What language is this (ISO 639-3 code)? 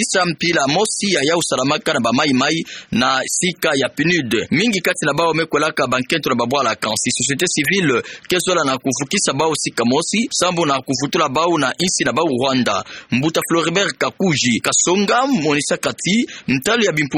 ktu